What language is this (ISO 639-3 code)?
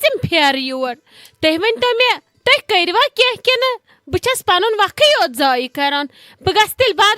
kas